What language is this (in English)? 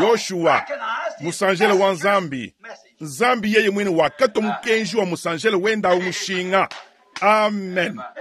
Luba-Lulua